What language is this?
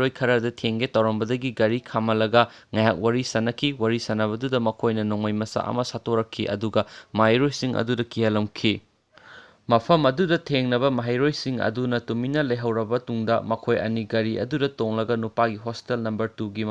Manipuri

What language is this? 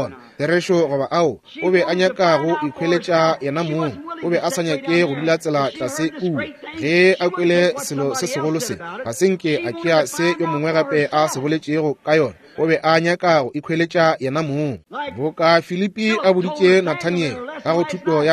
Northern Sotho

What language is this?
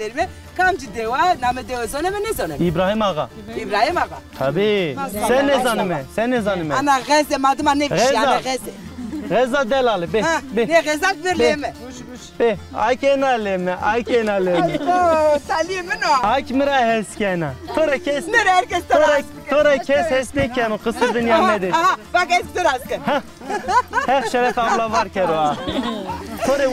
Zaza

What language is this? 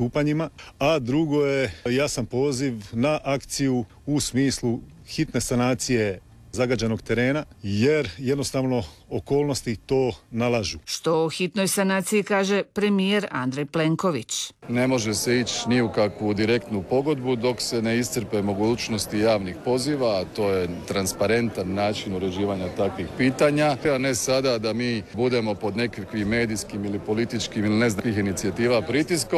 Croatian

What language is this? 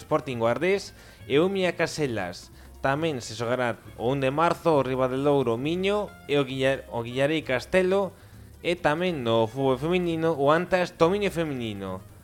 Galician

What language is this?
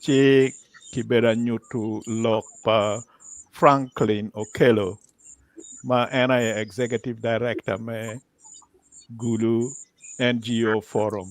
Acoli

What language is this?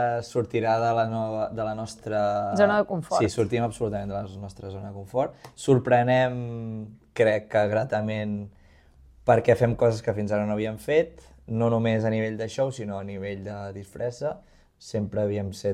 Catalan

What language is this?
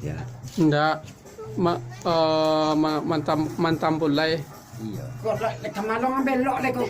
Minangkabau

